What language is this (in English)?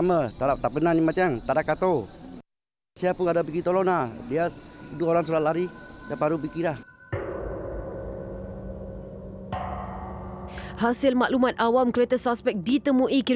Malay